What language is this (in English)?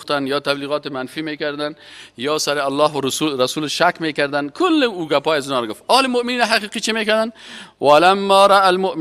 Persian